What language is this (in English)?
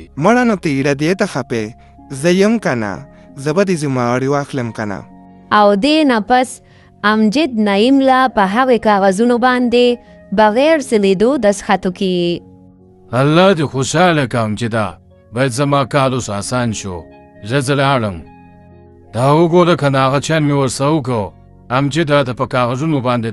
Pashto